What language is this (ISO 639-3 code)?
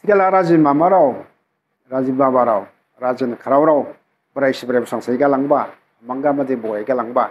dis